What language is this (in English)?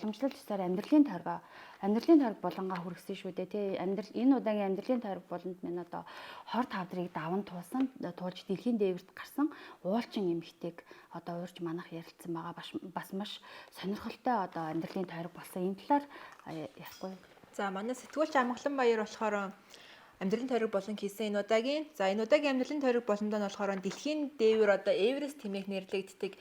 Mongolian